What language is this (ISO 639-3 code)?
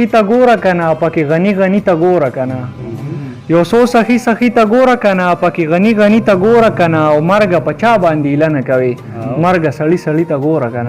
pus